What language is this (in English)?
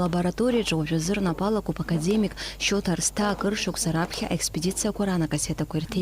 Abkhazian